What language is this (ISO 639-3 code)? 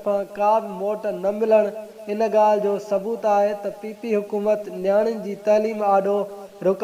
snd